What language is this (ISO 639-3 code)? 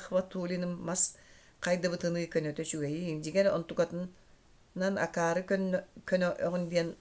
sah